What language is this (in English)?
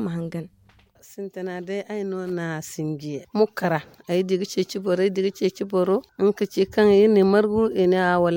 Zarma